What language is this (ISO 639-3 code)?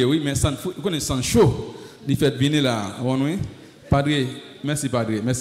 fra